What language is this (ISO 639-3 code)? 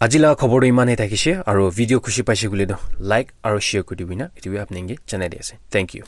nag